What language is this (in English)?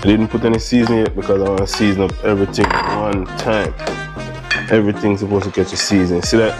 Jamaican Creole English